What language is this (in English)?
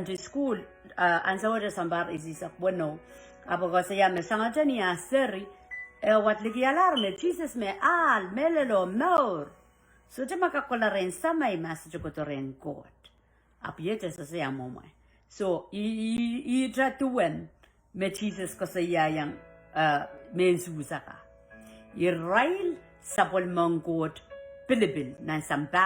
Pohnpeian